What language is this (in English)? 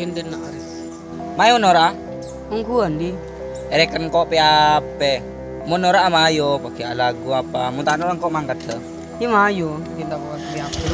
Madurese